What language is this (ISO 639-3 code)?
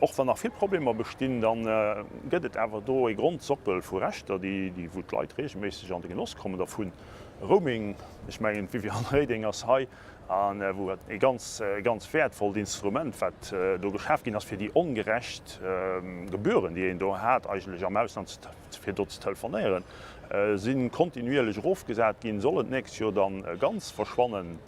ltz